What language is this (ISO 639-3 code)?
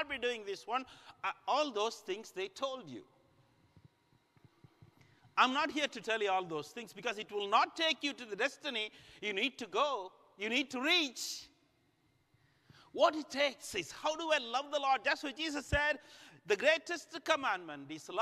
eng